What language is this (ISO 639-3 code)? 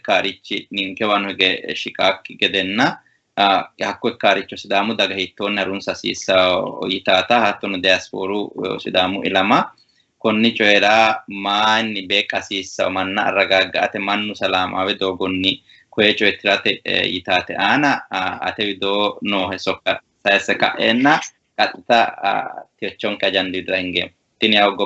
sid